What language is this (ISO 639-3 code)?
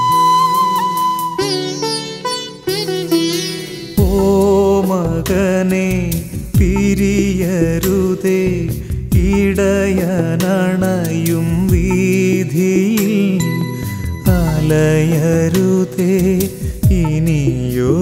mal